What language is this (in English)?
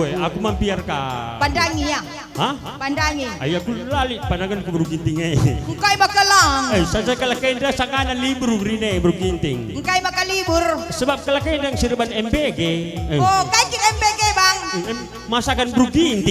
Batak Karo